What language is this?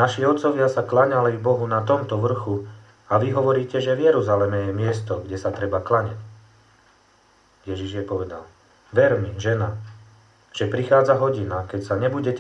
Slovak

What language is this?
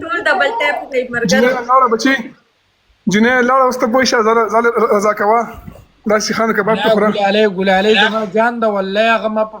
Pashto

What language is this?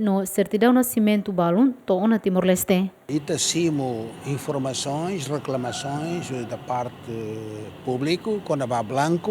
Tetum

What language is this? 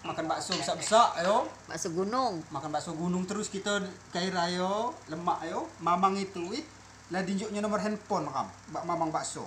Musi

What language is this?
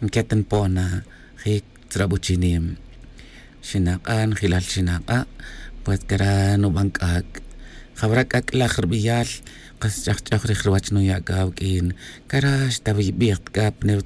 Tz'utujil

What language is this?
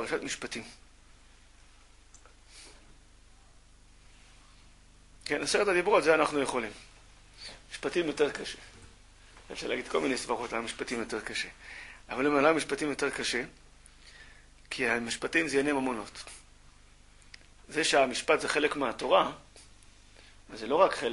Hebrew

